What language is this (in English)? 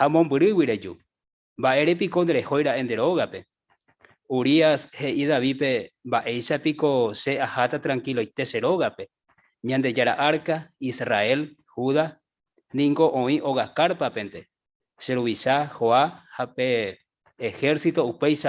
Guarani